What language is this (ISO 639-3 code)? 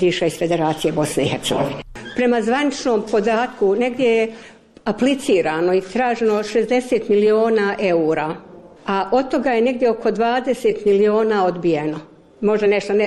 bos